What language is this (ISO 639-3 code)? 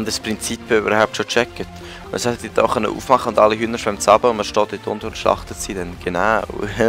gsw